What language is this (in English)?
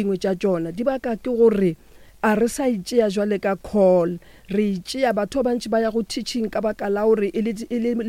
Northern Sotho